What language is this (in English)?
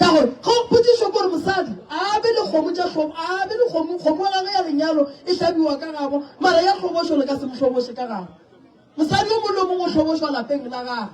Northern Sotho